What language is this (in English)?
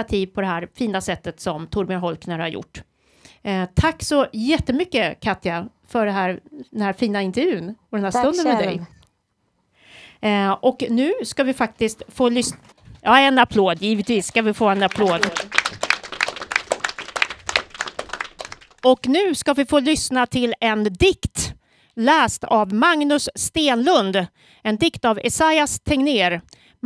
Swedish